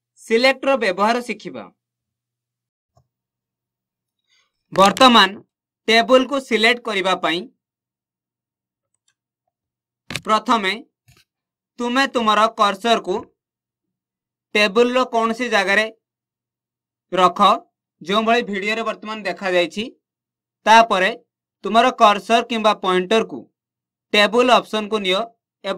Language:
Odia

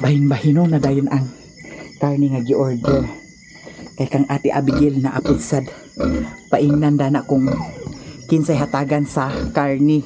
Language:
Cebuano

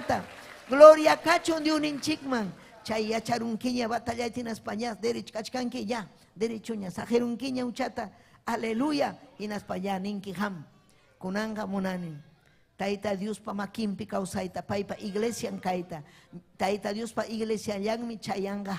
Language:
Ayacucho Quechua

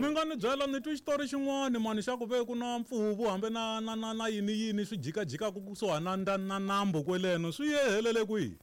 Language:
Tsonga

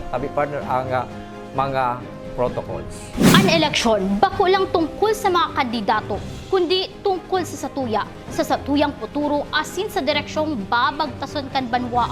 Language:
Bikol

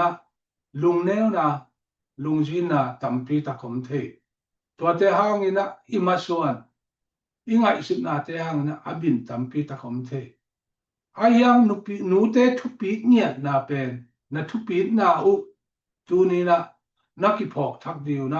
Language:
Tedim Chin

